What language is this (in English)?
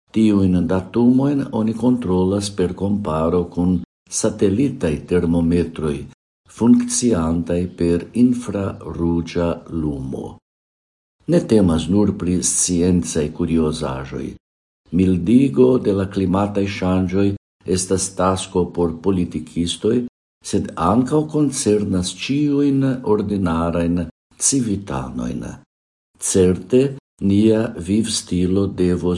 Esperanto